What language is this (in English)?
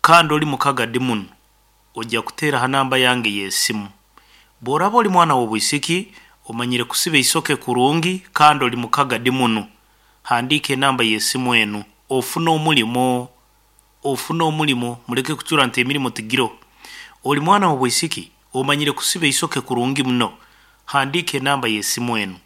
Nyoro